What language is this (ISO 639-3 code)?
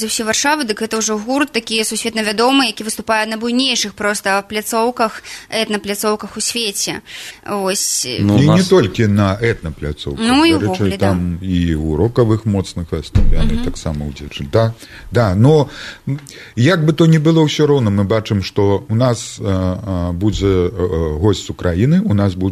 bel